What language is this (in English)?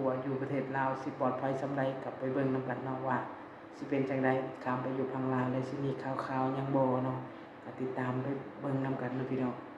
Lao